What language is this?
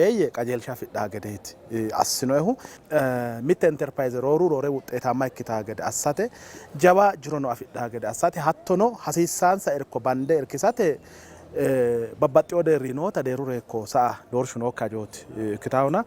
Sidamo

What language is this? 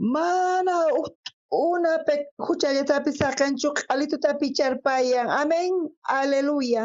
South Bolivian Quechua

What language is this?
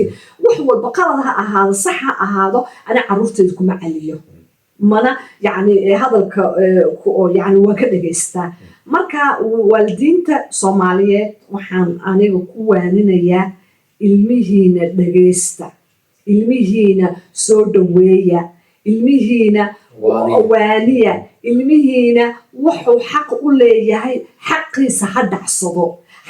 Somali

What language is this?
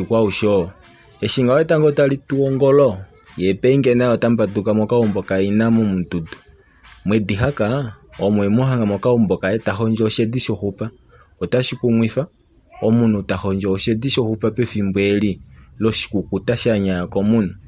Kuanyama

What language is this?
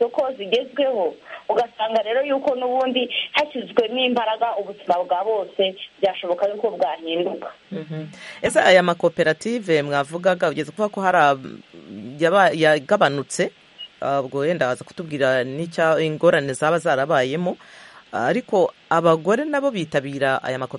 Kinyarwanda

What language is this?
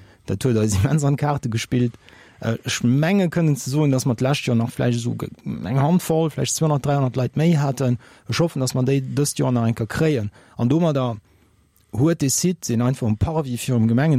Luxembourgish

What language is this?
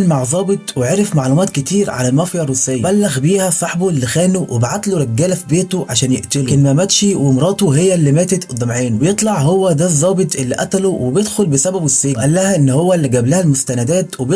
Egyptian Arabic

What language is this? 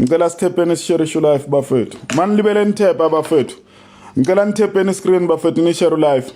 Zulu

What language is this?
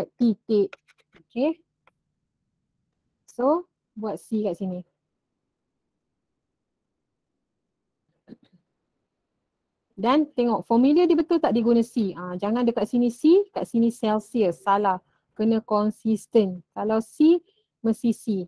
Malay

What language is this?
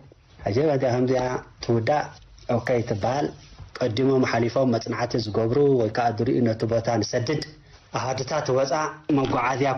Tigrinya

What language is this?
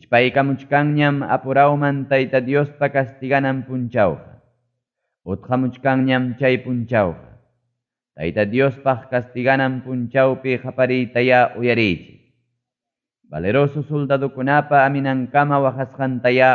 Ayacucho Quechua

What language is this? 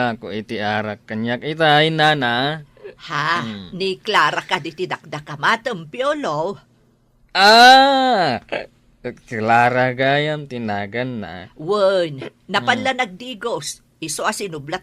Iloko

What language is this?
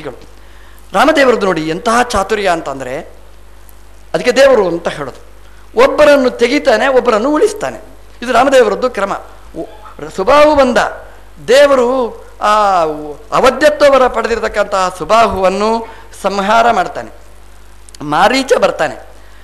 Kannada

